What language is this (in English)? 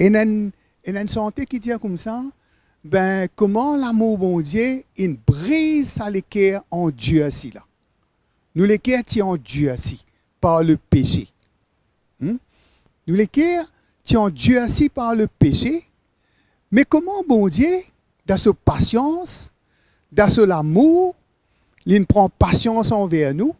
Morisyen